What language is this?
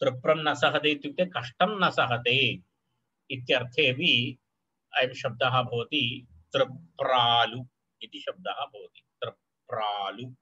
Sanskrit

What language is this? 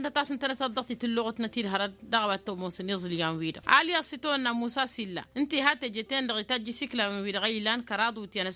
Tamasheq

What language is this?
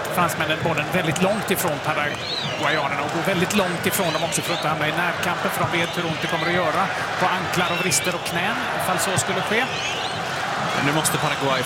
Swedish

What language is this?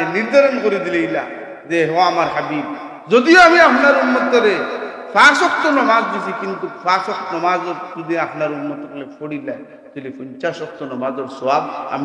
Sylheti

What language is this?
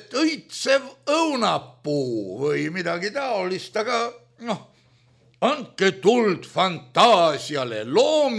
Estonian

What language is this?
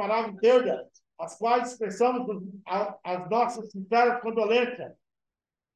Portuguese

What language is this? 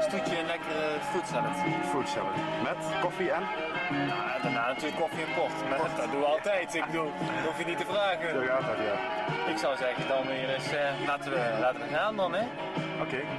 Dutch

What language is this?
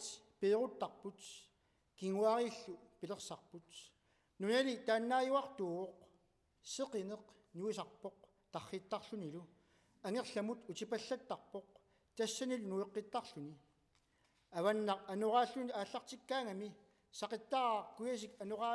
Kalaallisut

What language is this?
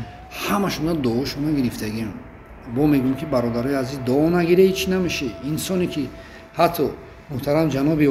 Tajik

